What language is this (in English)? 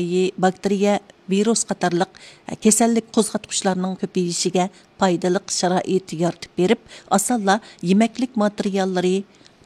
Uyghur